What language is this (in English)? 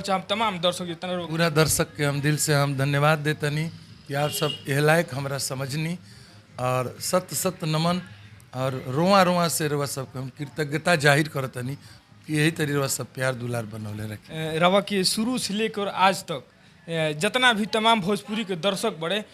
Bhojpuri